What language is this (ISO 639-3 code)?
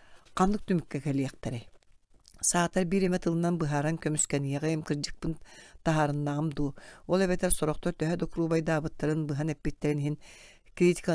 sah